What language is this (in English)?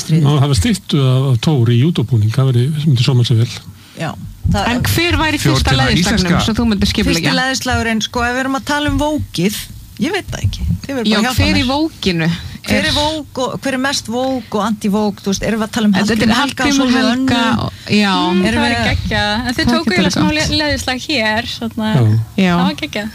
Icelandic